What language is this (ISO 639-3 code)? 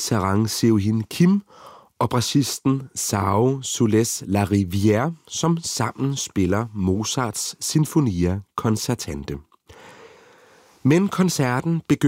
dan